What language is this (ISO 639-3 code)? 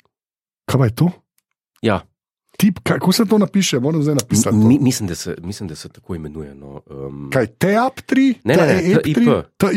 slv